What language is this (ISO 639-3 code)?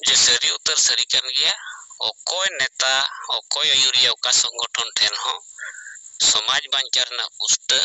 sat